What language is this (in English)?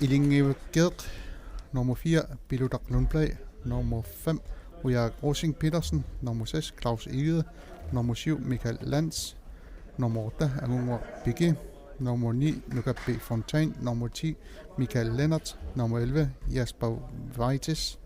Kalaallisut